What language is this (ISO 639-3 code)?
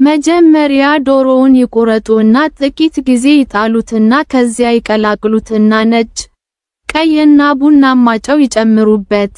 amh